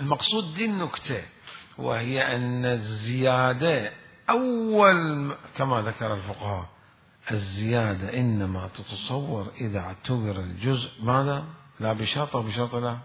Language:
Mesopotamian Arabic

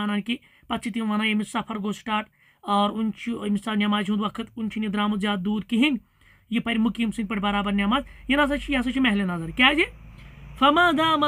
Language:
Kashmiri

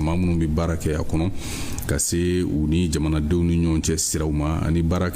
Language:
Bambara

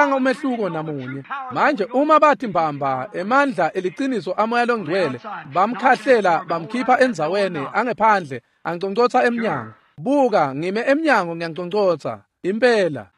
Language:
Swati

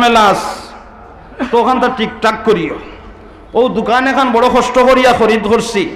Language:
Sylheti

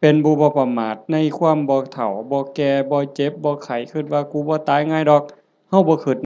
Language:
Northeastern Thai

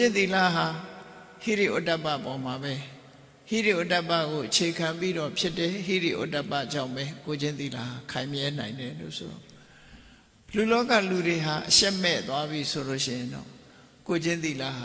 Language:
Burmese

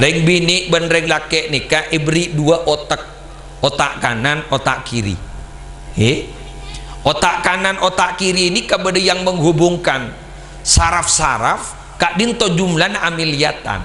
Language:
Madurese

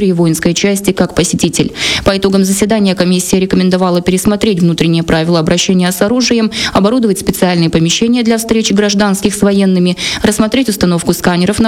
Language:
Russian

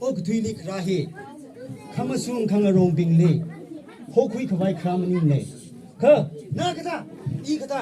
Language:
Tangkhul Naga (India)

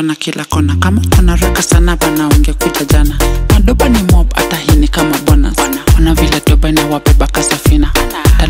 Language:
Swahili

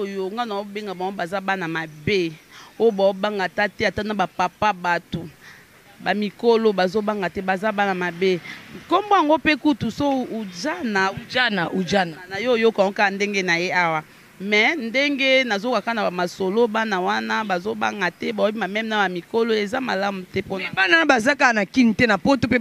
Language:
Lingala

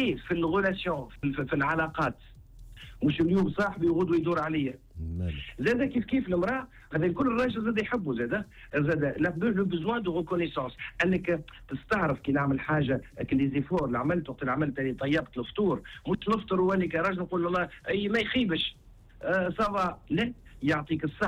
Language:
Tunisian Arabic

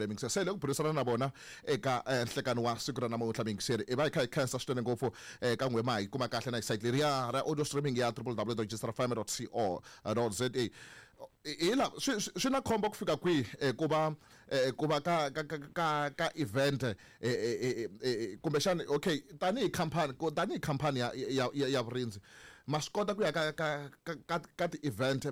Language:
Tsonga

